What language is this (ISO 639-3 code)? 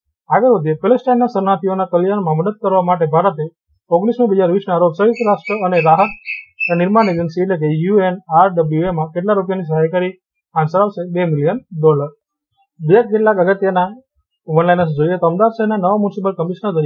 guj